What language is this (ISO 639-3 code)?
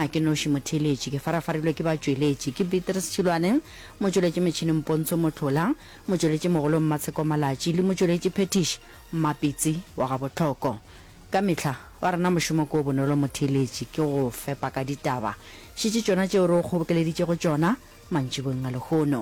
nso